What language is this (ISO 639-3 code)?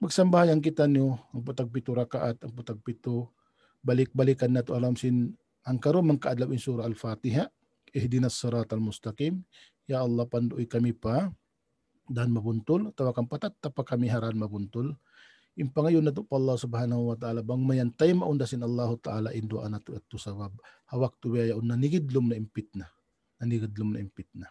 tsg